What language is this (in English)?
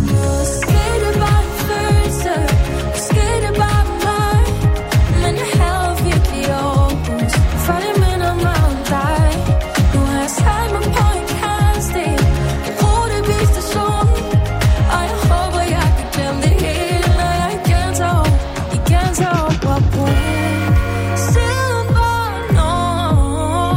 Danish